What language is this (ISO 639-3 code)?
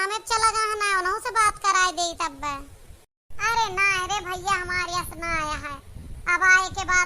awa